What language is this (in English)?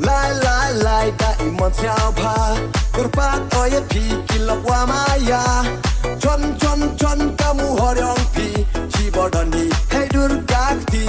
Khasi